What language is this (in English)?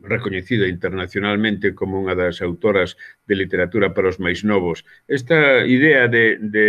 Galician